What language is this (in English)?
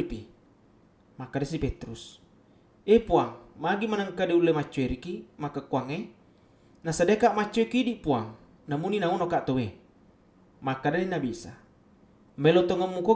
Buginese